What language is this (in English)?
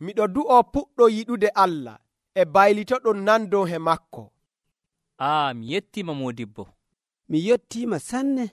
Nigerian Fulfulde